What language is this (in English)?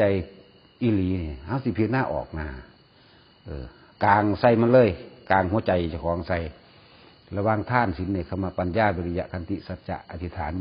Northeastern Thai